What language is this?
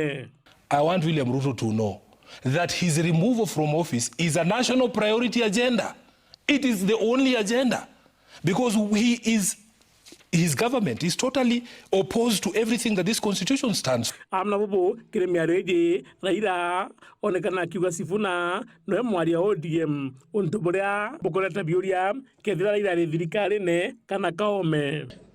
Meru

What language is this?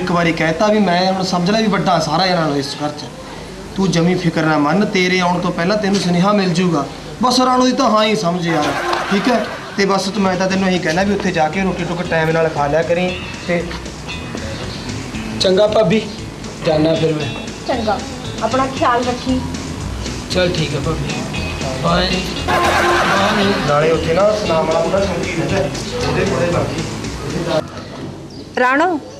Punjabi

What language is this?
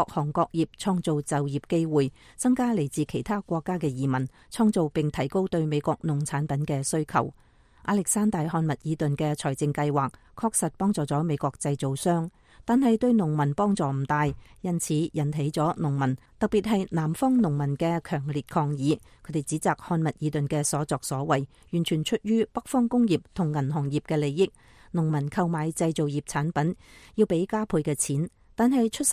Cantonese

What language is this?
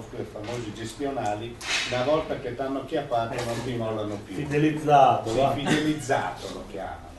Italian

